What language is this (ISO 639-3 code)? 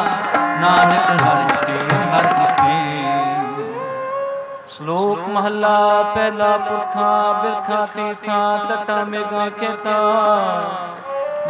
pan